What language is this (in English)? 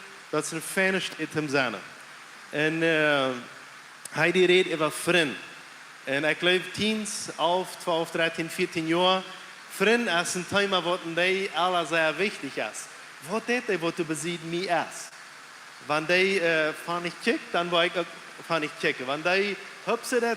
Plautdietsch